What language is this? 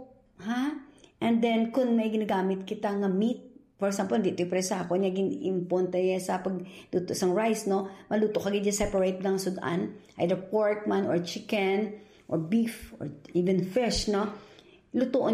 Hiligaynon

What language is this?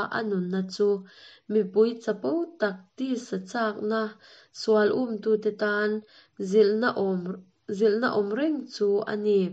Mizo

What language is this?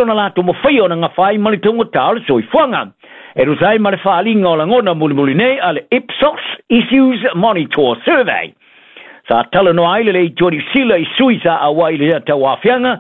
Samoan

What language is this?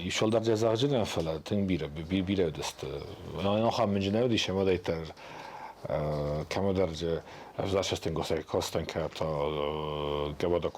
Ossetic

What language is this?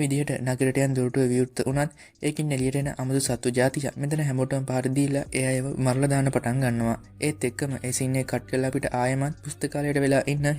Sinhala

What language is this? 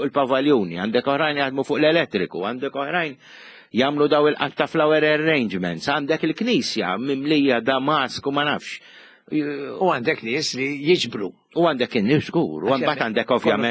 Maltese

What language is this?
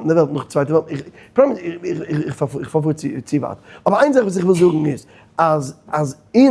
Yiddish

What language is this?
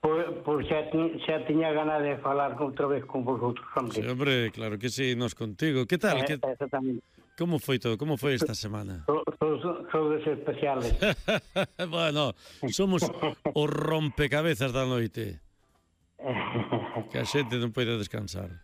Galician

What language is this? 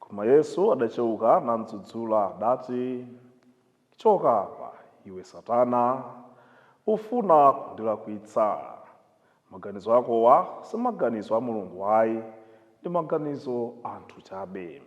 Nyanja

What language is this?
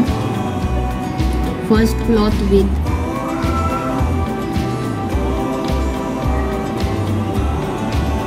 Hindi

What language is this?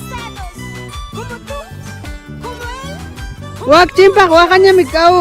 Ayacucho Quechua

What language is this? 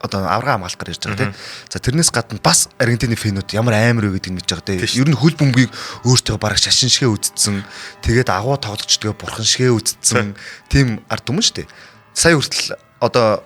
Mongolian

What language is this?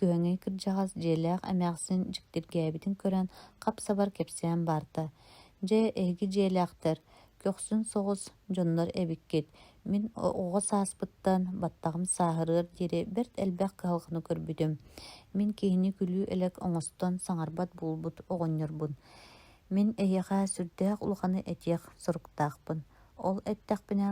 Yakut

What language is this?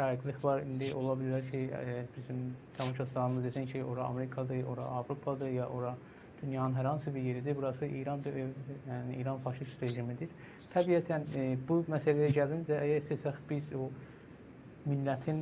South Azerbaijani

